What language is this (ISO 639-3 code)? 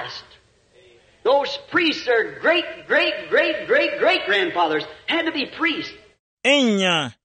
tum